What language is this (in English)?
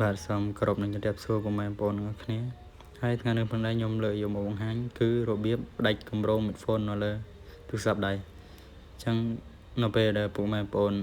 Khmer